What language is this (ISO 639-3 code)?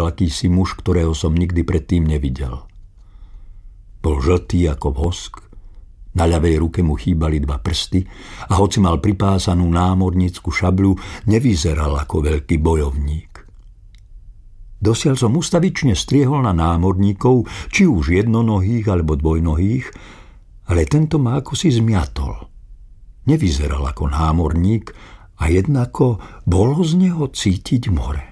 slk